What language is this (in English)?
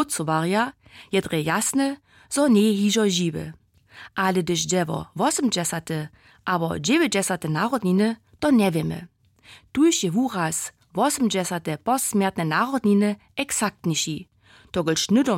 Upper Sorbian